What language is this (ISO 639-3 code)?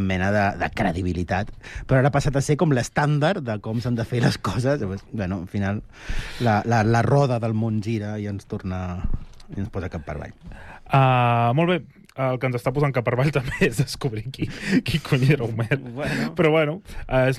cat